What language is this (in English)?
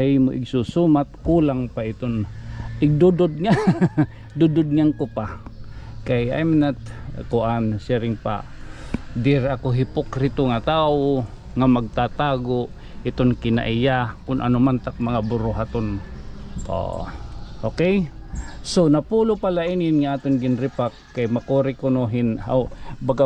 Waray